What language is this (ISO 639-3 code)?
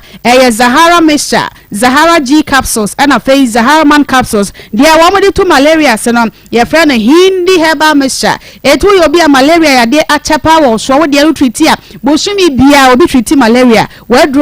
aka